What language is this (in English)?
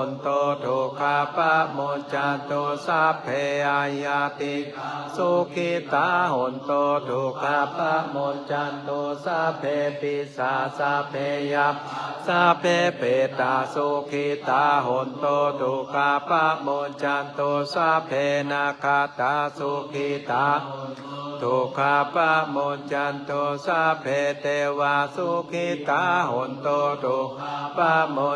Pali